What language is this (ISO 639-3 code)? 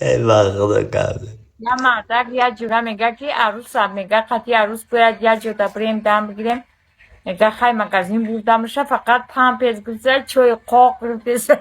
tgk